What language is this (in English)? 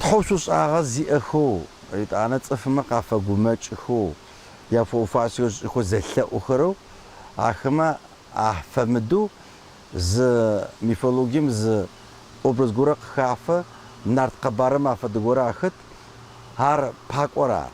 Adyghe